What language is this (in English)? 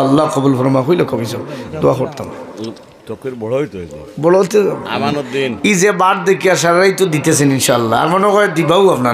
Sylheti